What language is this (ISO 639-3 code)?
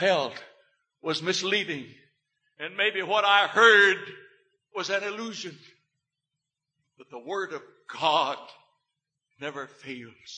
eng